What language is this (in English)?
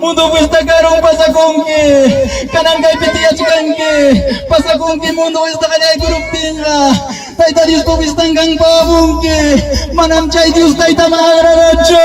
Ayacucho Quechua